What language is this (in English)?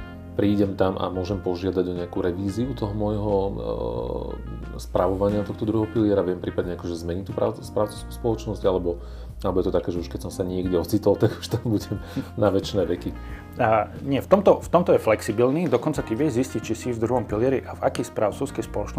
Slovak